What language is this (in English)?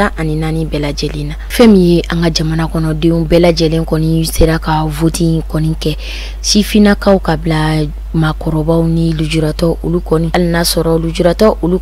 Bambara